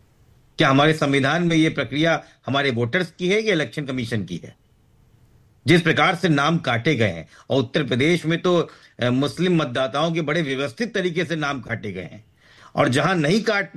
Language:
Hindi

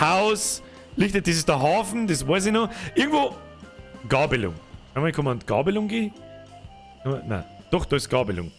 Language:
Bavarian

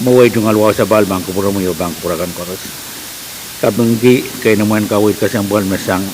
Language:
Pohnpeian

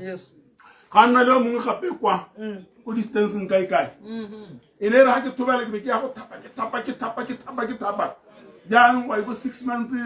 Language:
Tswana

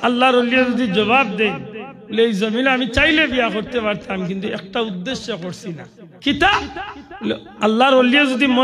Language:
Sylheti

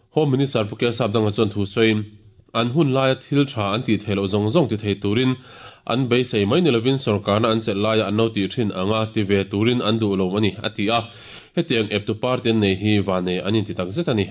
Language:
Mizo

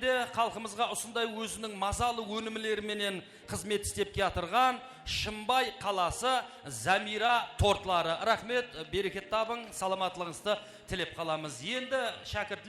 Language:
Kara-Kalpak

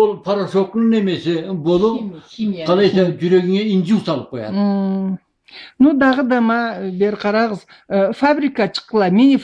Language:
Karachay-Balkar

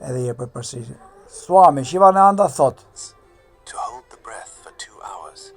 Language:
Albanian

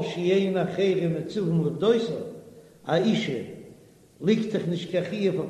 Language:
Yiddish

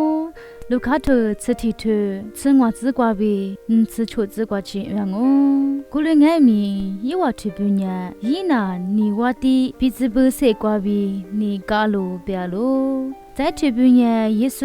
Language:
Lisu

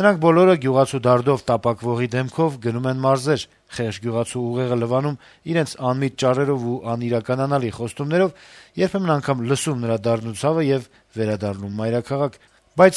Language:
Armenian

